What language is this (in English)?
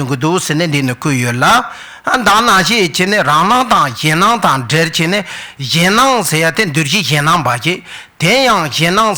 Tibetan